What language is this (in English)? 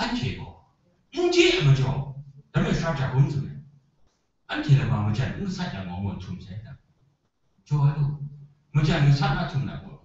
Kachin